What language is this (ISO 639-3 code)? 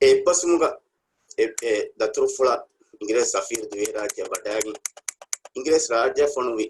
div